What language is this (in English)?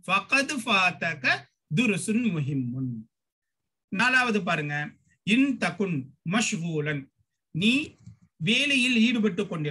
Tamil